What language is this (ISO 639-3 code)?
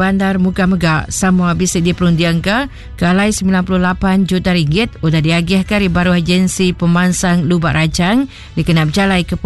iba